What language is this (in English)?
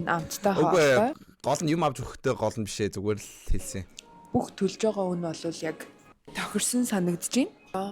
Mongolian